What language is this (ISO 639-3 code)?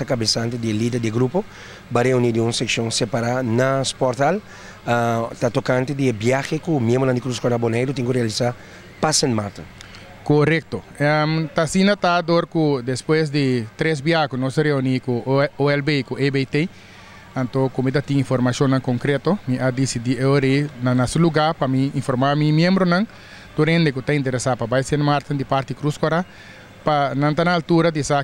pap